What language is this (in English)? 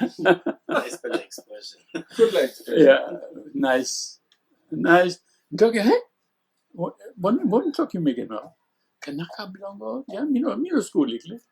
Tok Pisin